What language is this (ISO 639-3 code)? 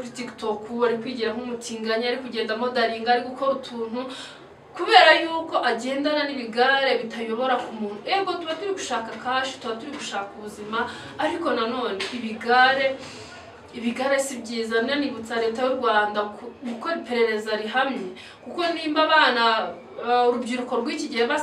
kin